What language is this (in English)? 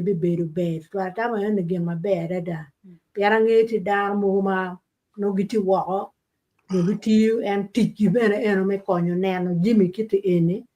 Acoli